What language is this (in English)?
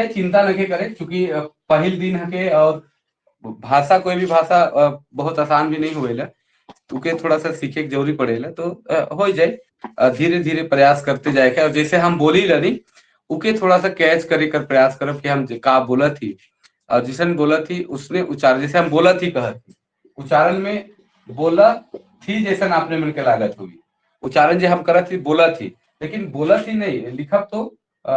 Sadri